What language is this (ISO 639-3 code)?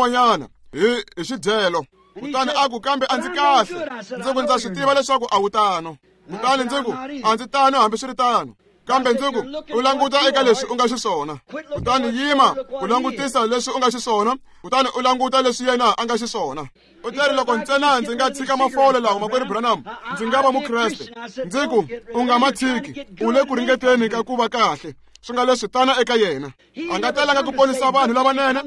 tso